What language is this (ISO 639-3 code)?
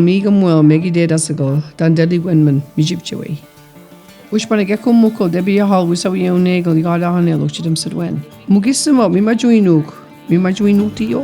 mic